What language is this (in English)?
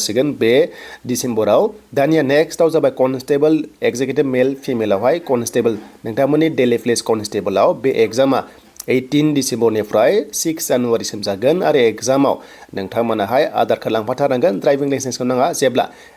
Bodo